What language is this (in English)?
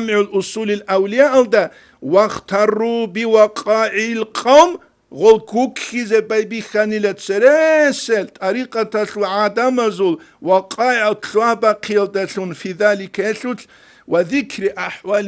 Avaric